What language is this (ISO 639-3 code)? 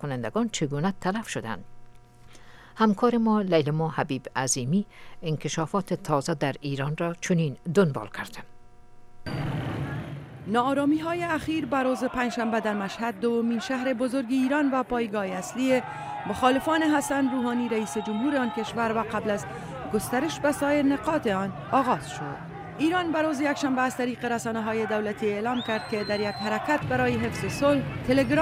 fas